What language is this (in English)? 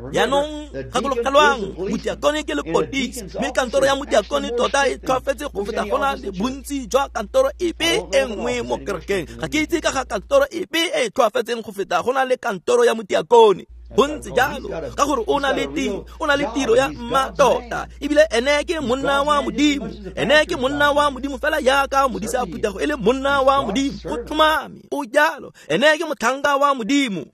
Tswana